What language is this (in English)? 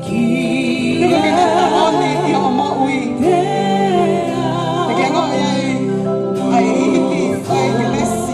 Tongan